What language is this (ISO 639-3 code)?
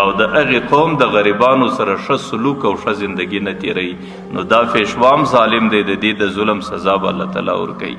pus